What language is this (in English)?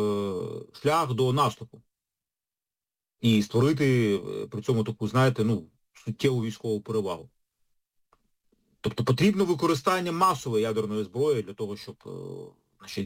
Ukrainian